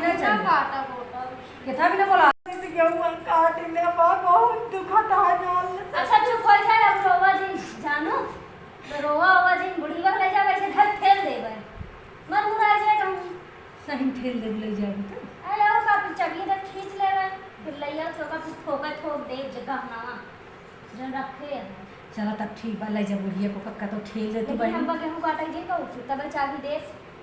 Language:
Awadhi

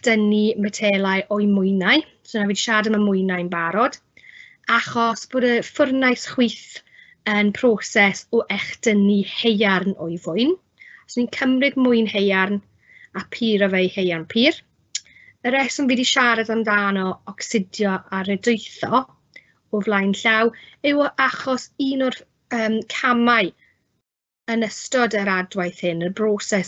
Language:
Welsh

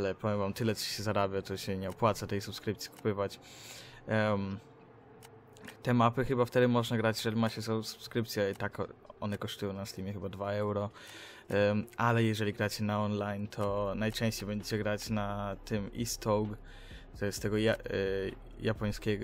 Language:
Polish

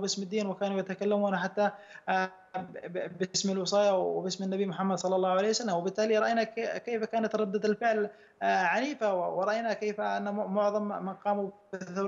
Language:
Arabic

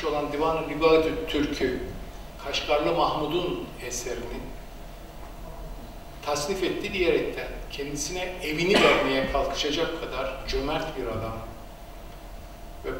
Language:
Turkish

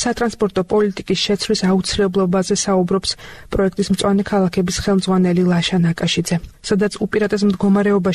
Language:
Georgian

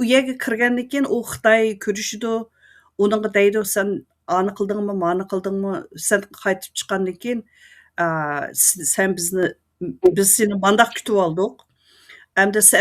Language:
Uyghur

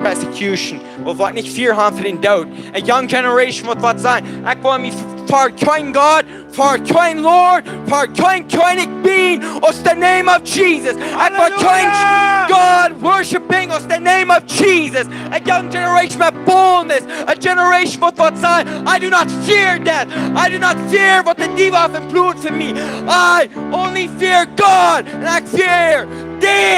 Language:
Plautdietsch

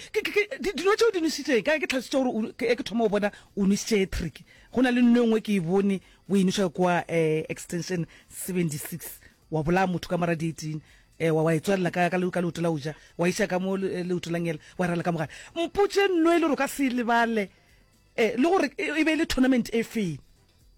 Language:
Northern Sotho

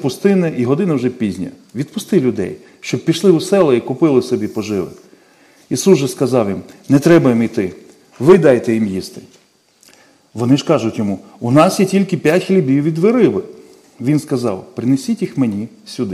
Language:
Ukrainian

